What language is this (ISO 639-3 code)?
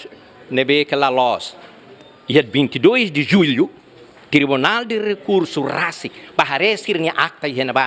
tet